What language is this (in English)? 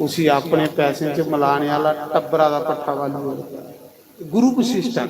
Dogri